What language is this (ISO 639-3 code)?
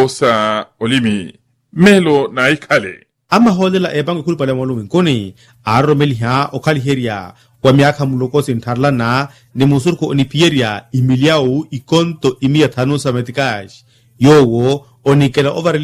swa